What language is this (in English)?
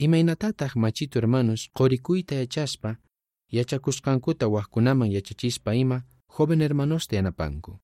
South Bolivian Quechua